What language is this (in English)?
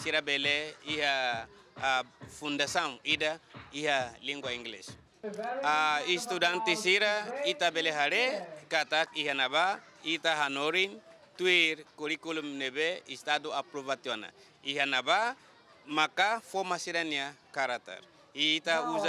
Tetum